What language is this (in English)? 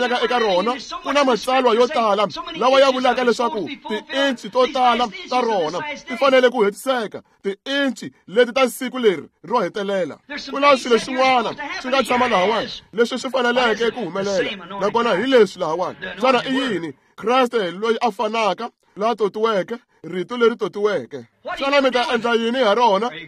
Tsonga